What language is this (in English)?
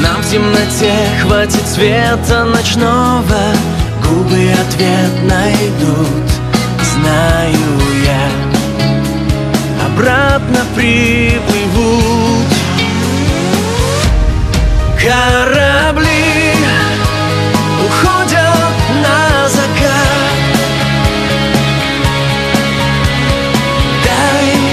Russian